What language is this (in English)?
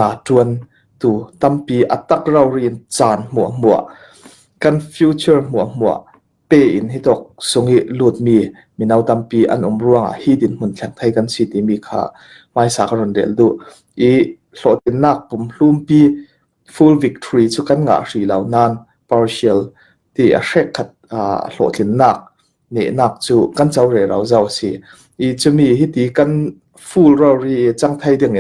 Hakha Chin